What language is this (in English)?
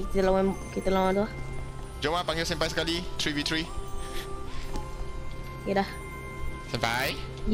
Malay